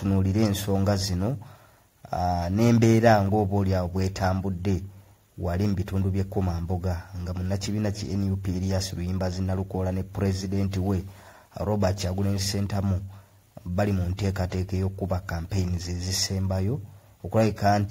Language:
Ganda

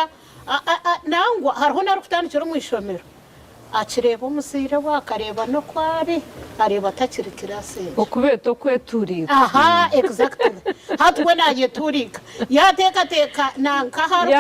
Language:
Nyankole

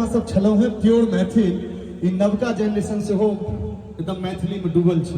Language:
Maithili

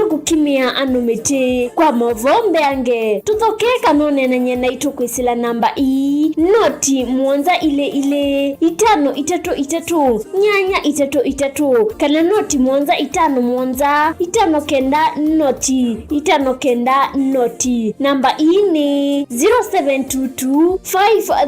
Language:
Kamba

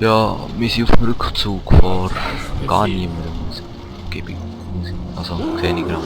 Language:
Swiss German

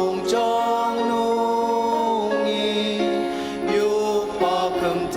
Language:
Ao Naga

